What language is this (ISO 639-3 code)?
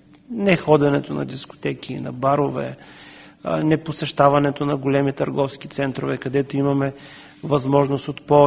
bul